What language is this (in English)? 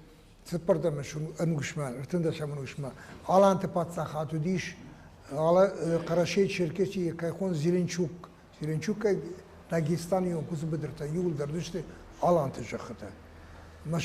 Ossetic